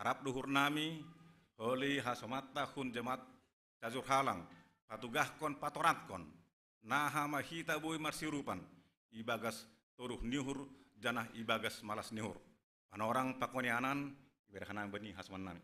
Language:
Batak Simalungun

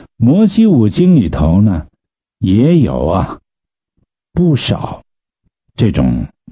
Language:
Chinese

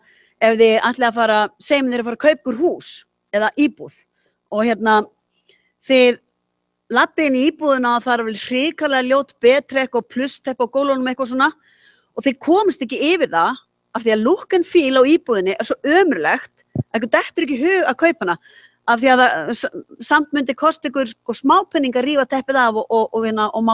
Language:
Icelandic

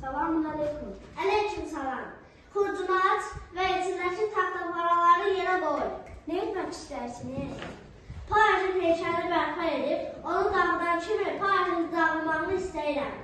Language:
Azerbaijani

